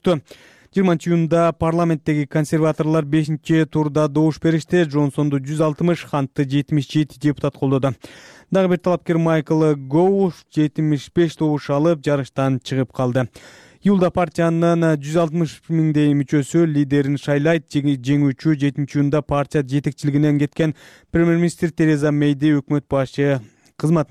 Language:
Kyrgyz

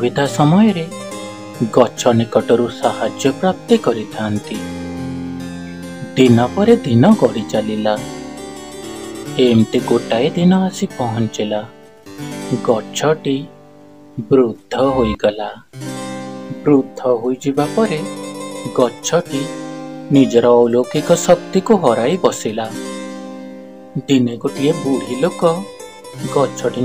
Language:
Odia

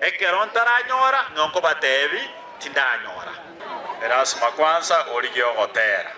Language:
Gusii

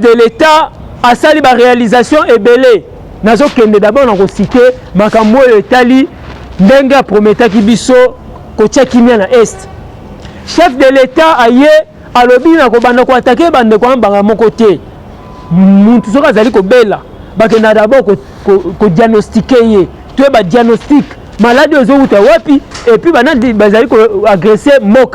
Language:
Lingala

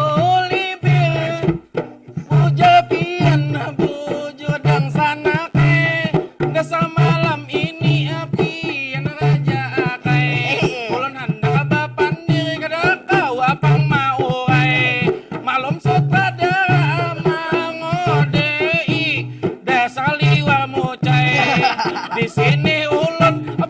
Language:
Banjar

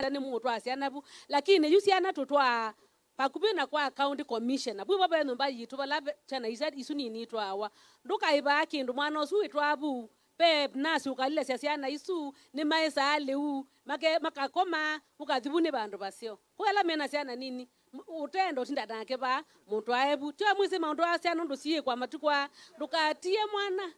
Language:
Kamba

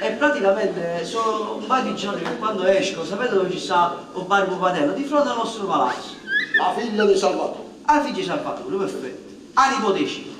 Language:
Neapolitan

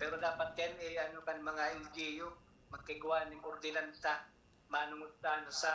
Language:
Bikol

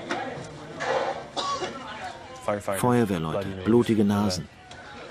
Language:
German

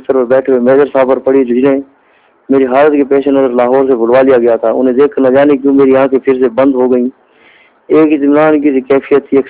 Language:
Urdu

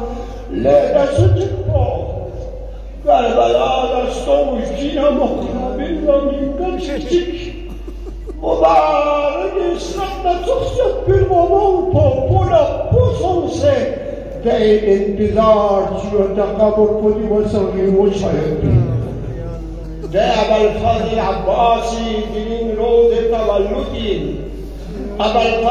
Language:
Urdu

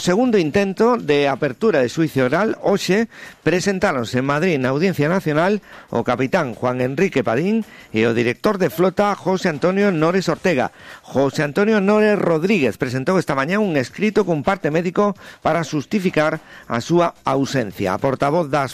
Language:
Galician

